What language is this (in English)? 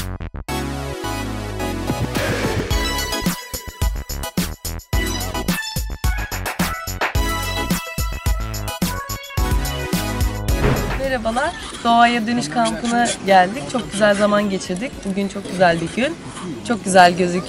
Turkish